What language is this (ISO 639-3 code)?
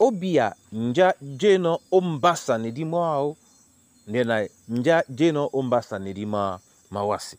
dua